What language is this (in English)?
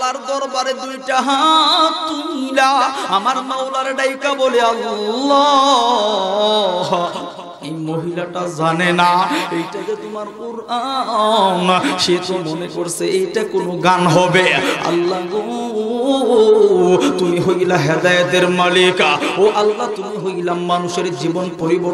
Bangla